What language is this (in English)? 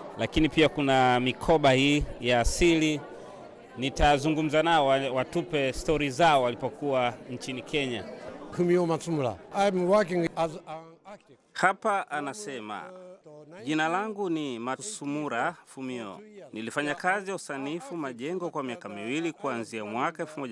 Swahili